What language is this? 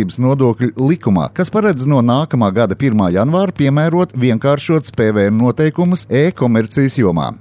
Latvian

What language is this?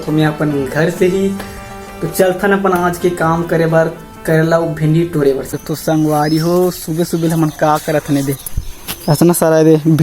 Chhattisgarhi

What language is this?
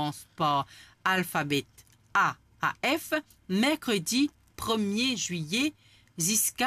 Morisyen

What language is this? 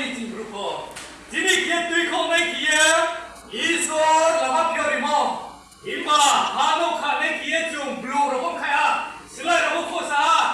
Riang (India)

